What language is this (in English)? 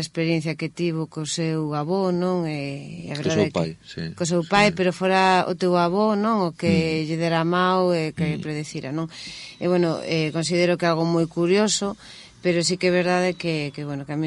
Galician